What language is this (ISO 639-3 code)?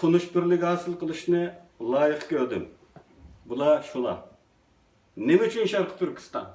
uig